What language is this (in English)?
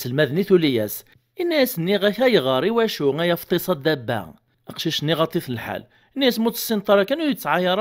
Kabyle